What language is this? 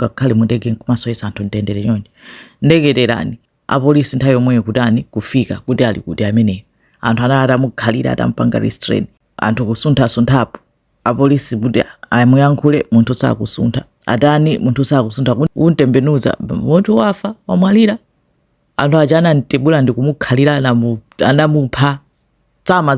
Nyanja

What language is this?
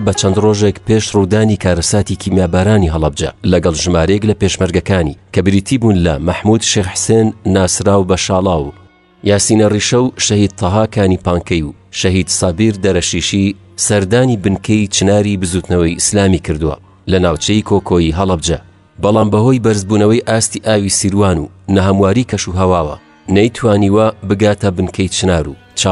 Central Kurdish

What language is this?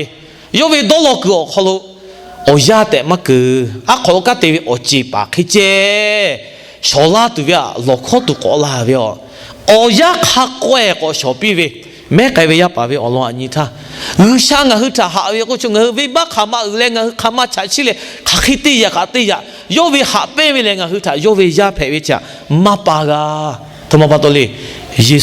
Lahu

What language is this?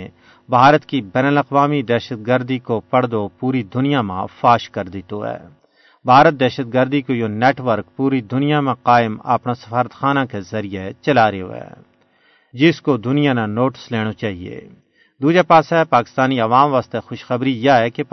Gujari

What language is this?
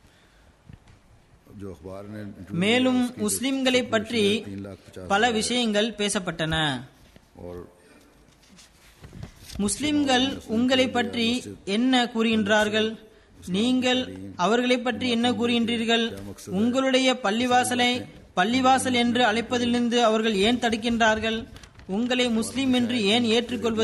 Tamil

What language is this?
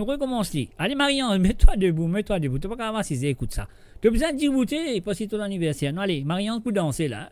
Morisyen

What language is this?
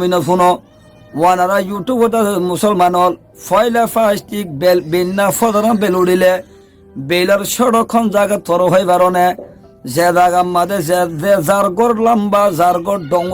Rohingya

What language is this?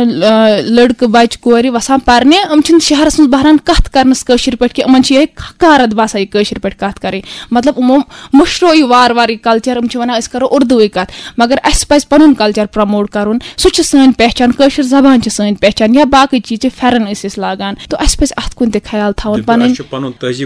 Kashmiri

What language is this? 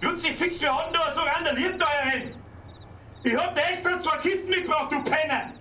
Bavarian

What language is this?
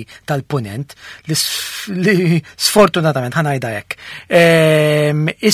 Maltese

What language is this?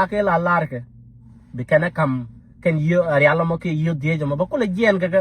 Nuer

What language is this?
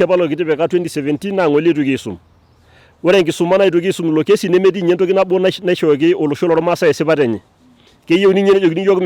Masai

